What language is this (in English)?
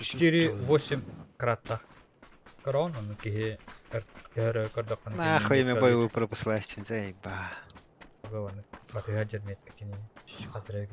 Yakut